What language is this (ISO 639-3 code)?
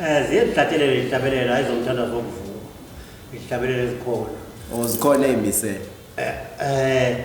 zul